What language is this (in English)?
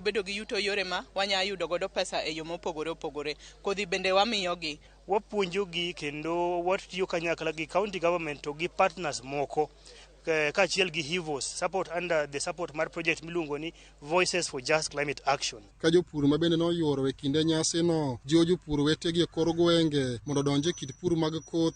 Luo (Kenya and Tanzania)